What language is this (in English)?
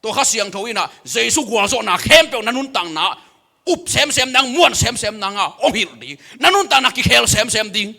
Tedim Chin